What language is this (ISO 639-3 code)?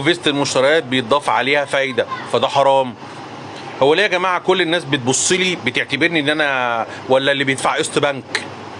arz